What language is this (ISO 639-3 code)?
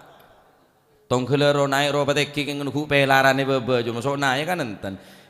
mad